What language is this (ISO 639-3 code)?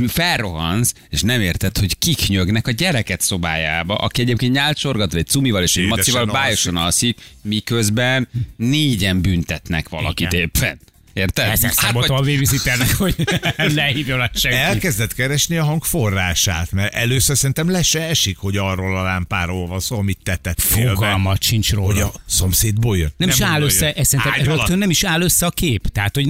hun